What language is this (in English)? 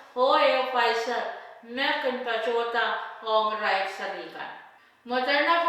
Pohnpeian